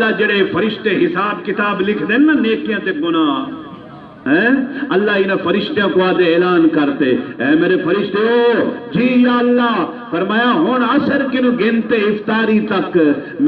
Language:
Saraiki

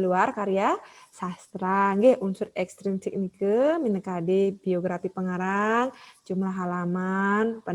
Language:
Balinese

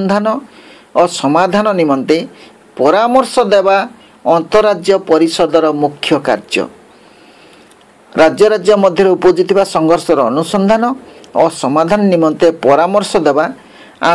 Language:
Odia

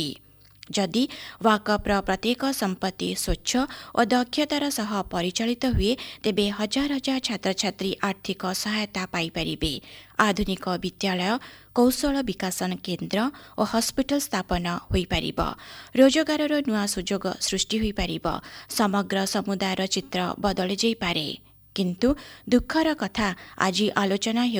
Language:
Odia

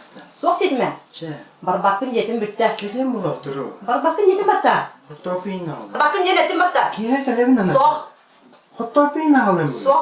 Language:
Yakut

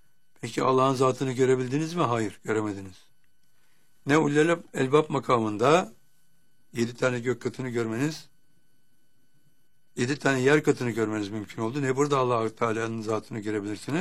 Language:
Turkish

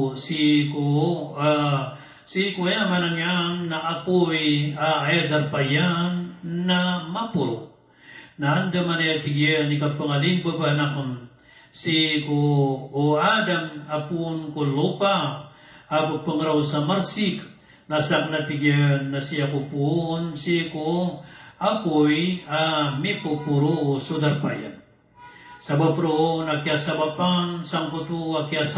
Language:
Maranao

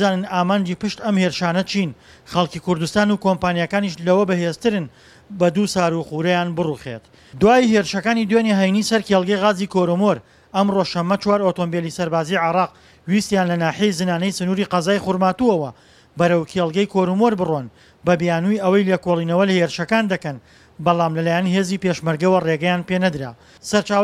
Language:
Central Kurdish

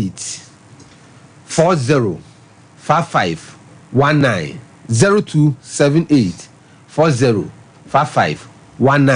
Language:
Akan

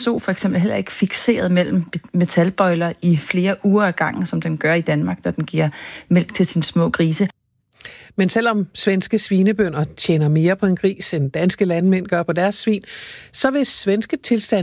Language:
Danish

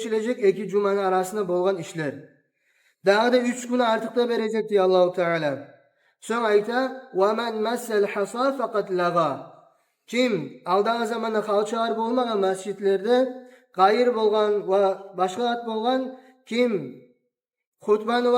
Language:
Kumyk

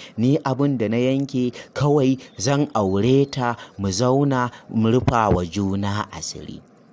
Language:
Hausa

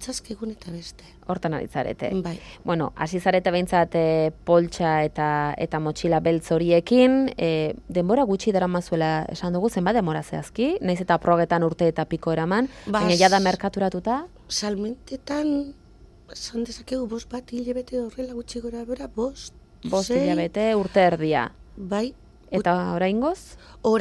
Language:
Basque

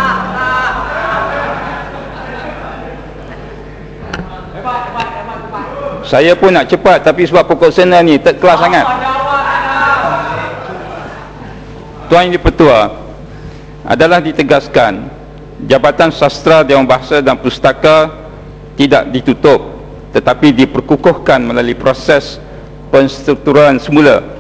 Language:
Malay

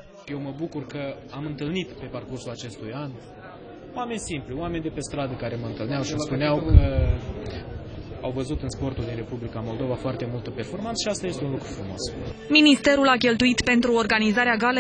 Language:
Romanian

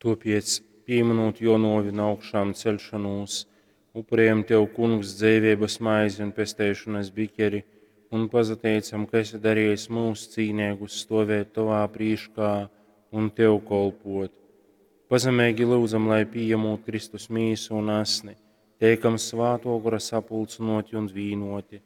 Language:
Latgalian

